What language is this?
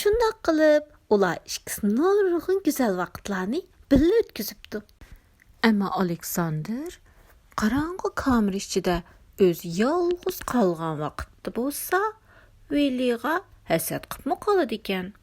Uyghur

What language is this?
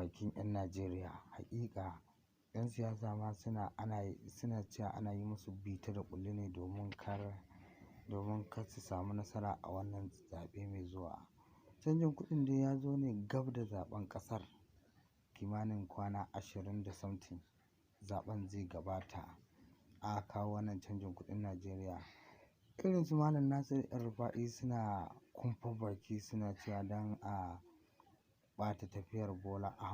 Hausa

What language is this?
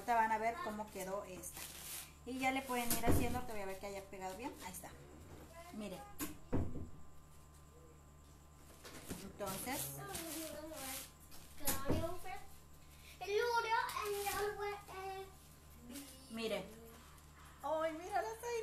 Spanish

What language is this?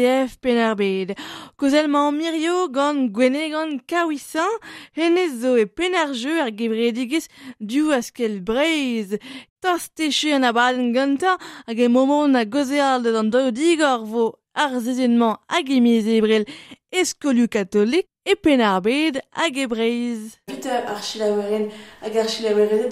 Breton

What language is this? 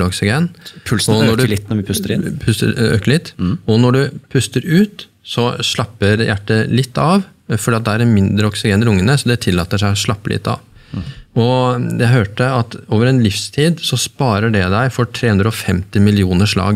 Norwegian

